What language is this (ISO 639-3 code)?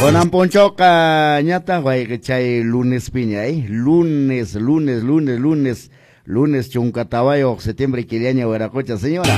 que